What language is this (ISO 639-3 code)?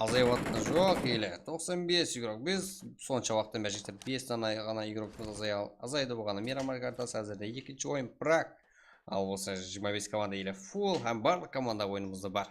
kaa